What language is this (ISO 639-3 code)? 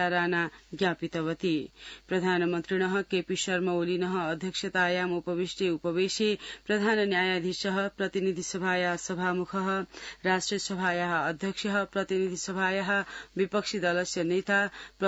san